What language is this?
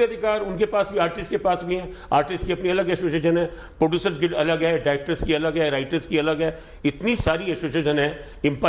Hindi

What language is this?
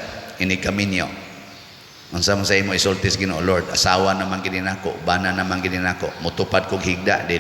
Cebuano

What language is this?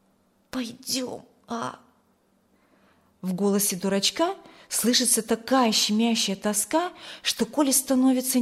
Russian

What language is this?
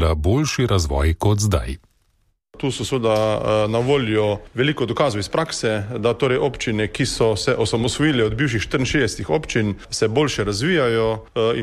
Slovenian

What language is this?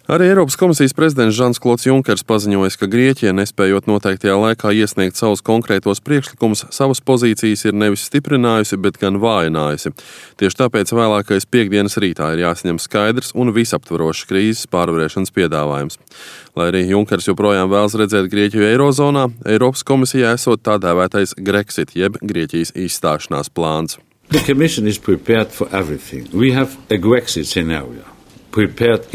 Latvian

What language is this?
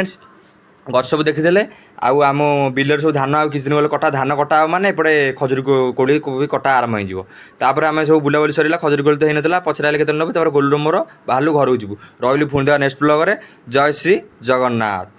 Odia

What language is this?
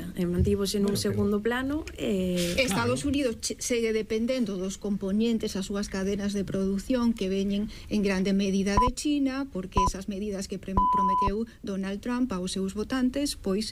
Galician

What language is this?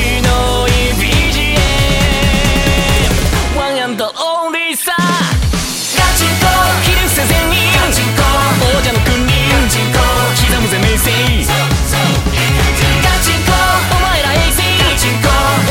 Japanese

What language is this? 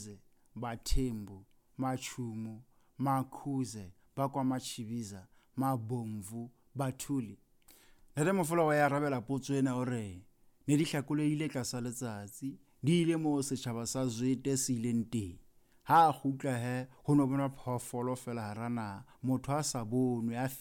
Southern Sotho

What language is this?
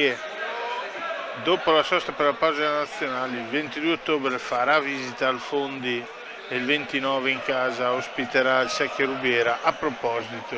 Italian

